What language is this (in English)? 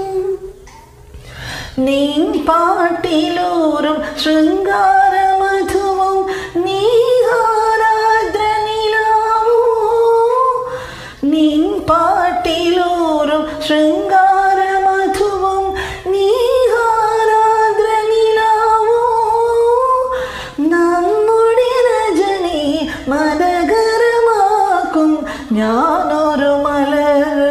Malayalam